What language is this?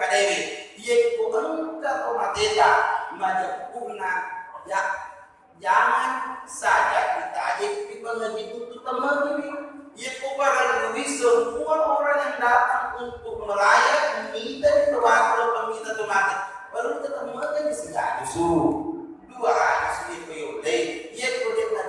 Buginese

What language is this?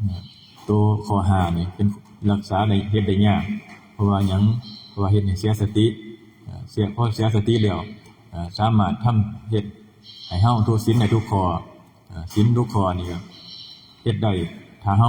Northeastern Thai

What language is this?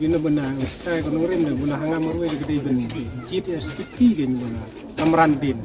Khasi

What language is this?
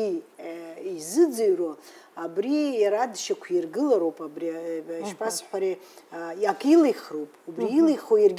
Abkhazian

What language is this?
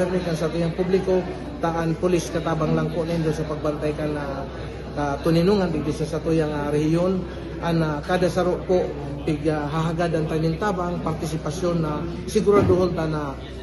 Bikol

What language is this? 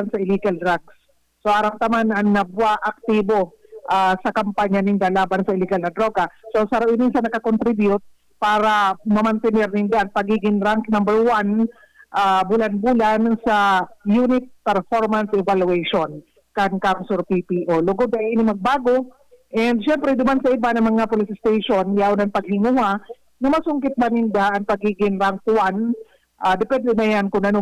Bikol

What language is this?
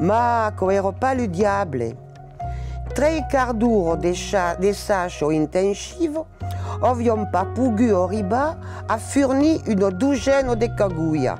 Occitan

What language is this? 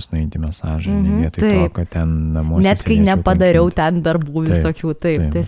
Lithuanian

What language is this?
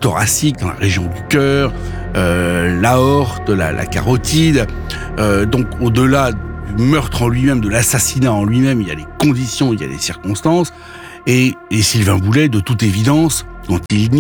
French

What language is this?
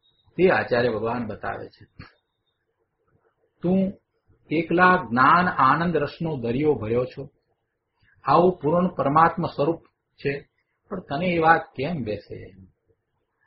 Gujarati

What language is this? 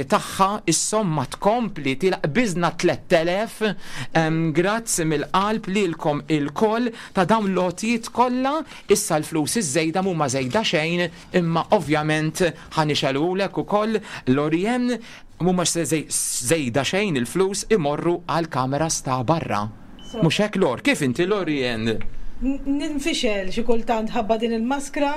Maltese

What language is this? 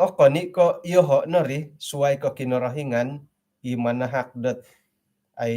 Central Dusun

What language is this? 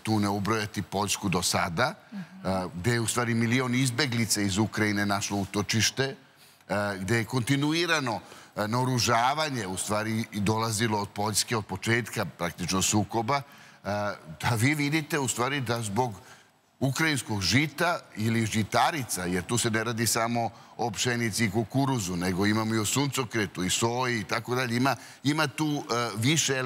Serbian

